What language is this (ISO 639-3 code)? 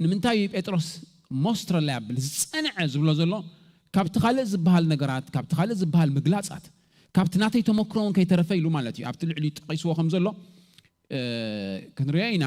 tir